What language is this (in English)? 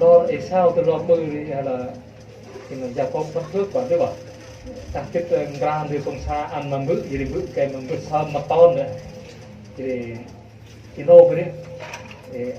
Central Mnong